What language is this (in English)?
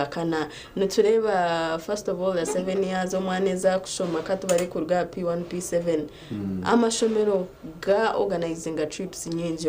Nyankole